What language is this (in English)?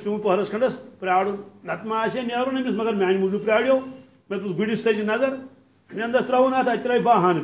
Kashmiri